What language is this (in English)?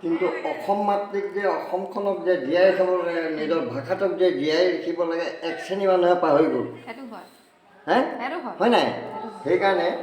Assamese